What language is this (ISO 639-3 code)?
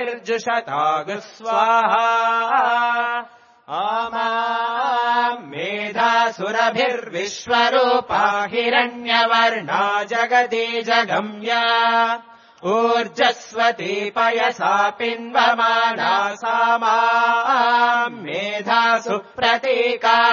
san